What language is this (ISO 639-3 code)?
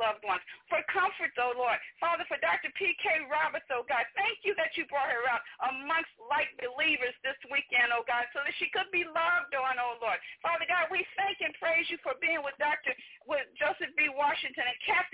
eng